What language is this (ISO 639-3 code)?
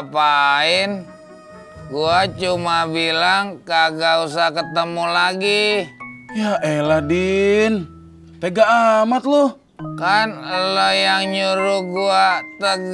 bew